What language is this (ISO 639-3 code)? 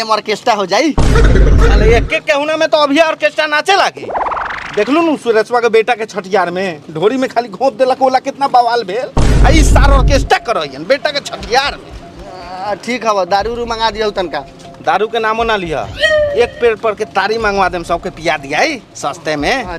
mag